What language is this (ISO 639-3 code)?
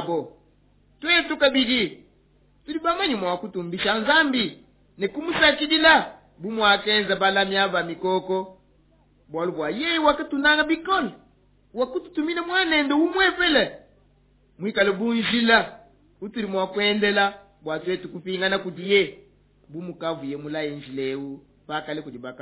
lua